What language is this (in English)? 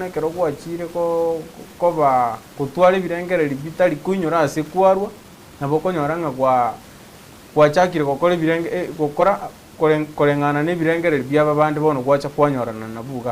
Gusii